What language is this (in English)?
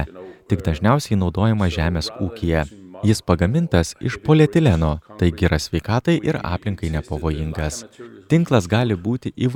Lithuanian